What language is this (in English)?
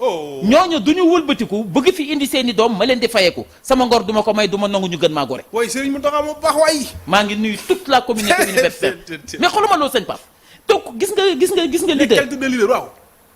Wolof